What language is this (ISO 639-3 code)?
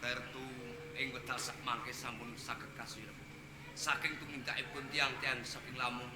jav